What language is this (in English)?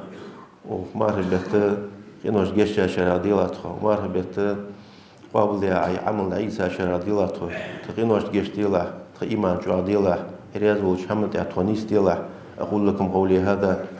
Ingush